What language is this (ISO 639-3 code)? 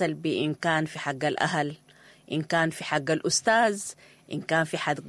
apd